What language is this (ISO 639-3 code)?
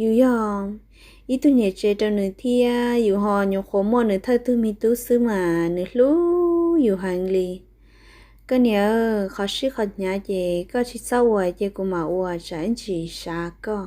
hmn